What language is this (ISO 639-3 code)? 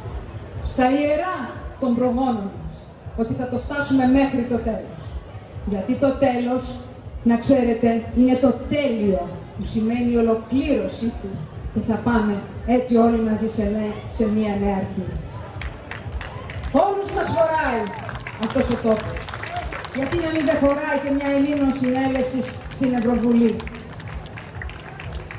ell